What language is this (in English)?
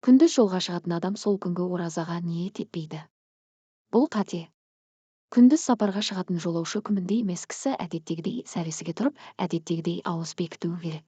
Kazakh